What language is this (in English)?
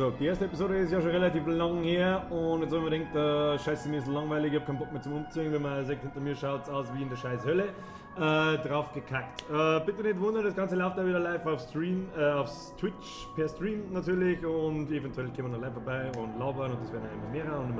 Bavarian